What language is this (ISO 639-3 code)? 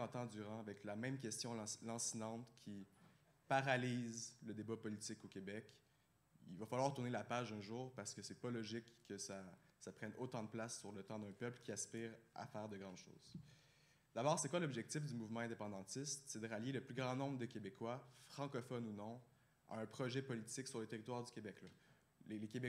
fra